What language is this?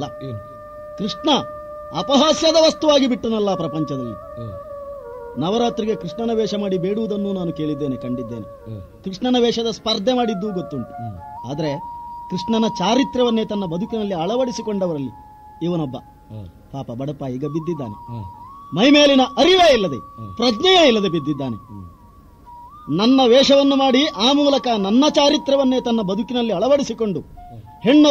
Kannada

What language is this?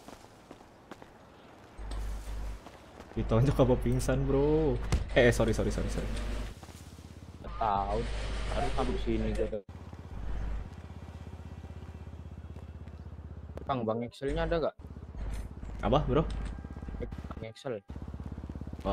Indonesian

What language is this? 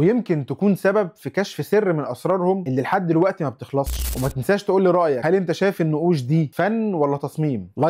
Egyptian Arabic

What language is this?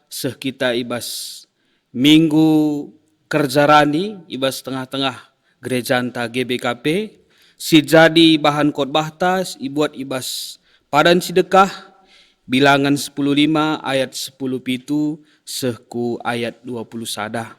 Batak Karo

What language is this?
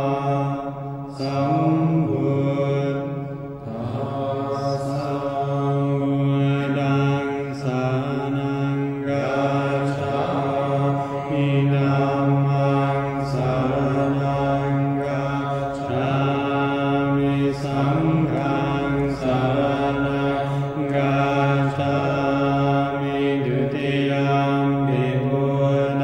Pali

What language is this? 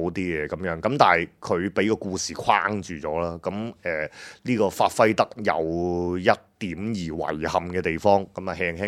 Cantonese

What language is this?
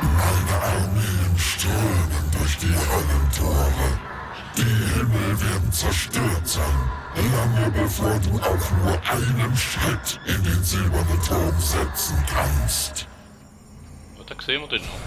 Swiss German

